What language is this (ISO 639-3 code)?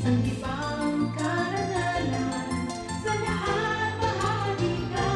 bik